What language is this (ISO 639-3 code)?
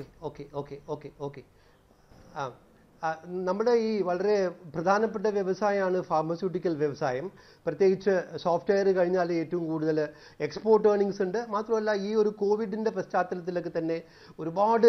mal